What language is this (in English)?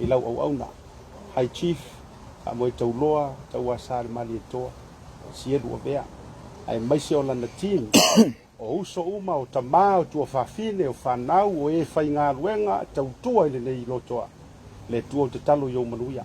Samoan